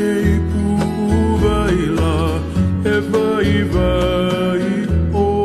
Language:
Hawaiian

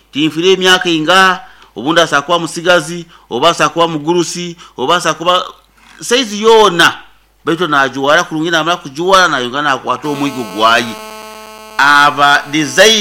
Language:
Nyoro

